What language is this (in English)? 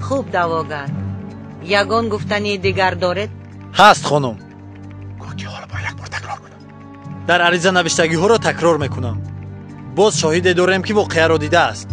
Tajik